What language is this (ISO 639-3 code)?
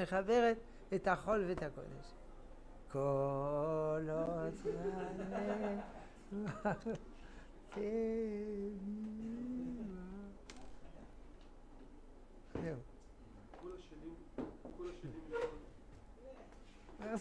heb